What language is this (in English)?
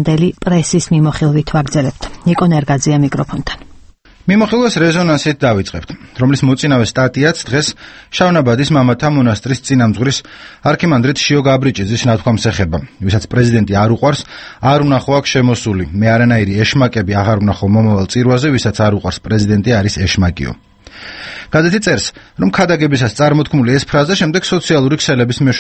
Georgian